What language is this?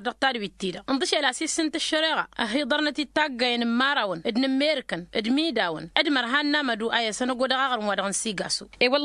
Tamasheq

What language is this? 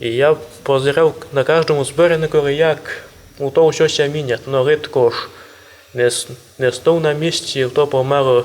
Rusyn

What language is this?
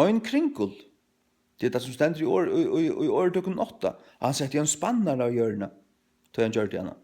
Faroese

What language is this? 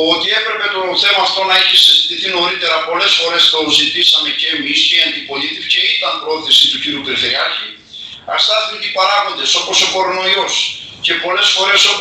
Greek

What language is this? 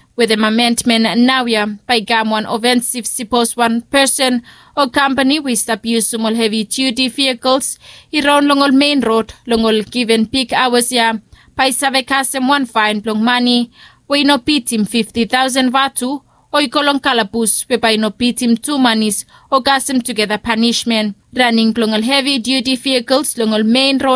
Bislama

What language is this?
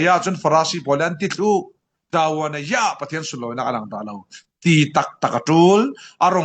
Falam Chin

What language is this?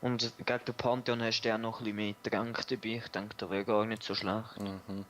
Swiss German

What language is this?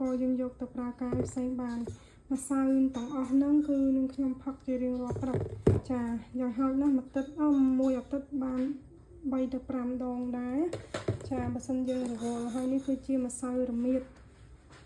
Khmer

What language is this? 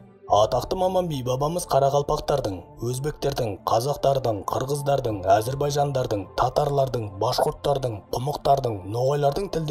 Kara-Kalpak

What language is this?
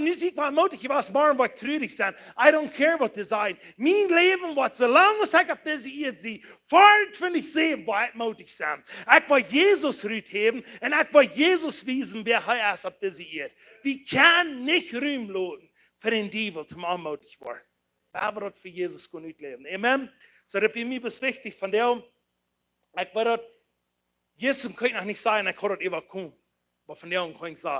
Plautdietsch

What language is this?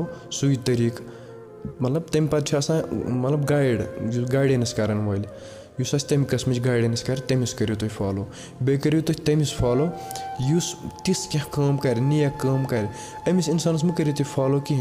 Kashmiri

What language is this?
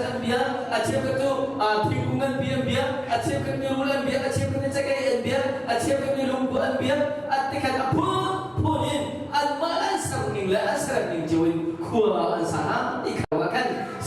Hakha Chin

